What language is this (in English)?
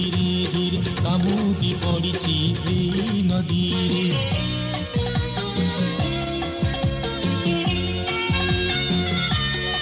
Odia